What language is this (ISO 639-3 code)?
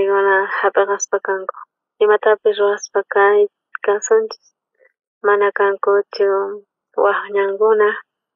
quh